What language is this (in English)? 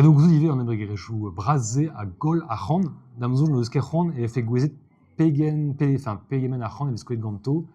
Breton